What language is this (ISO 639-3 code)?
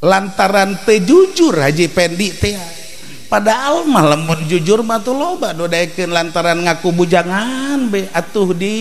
sun